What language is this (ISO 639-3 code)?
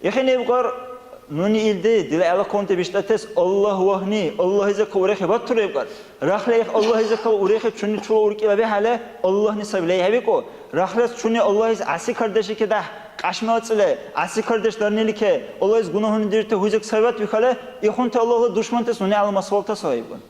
dar